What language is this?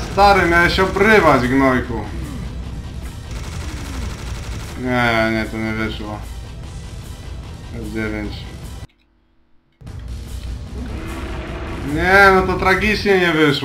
Polish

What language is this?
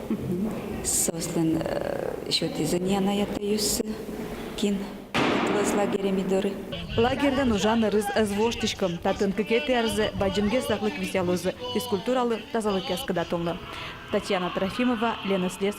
Udmurt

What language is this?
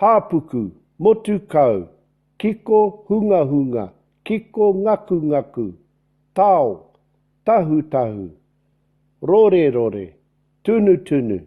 Māori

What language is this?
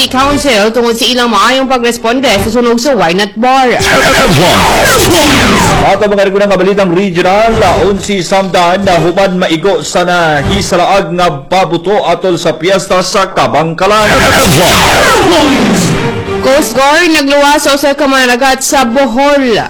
Cebuano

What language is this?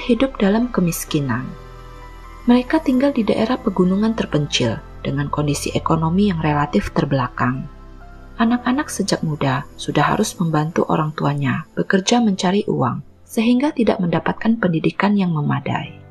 Indonesian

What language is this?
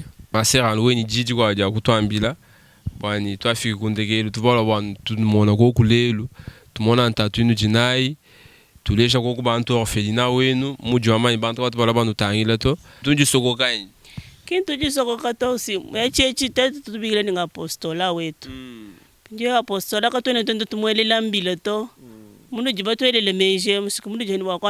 Luba-Lulua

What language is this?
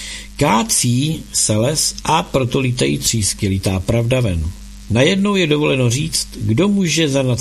Czech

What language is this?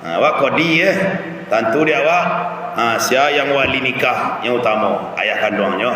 Minangkabau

